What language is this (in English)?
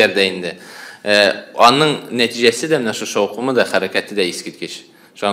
Tatar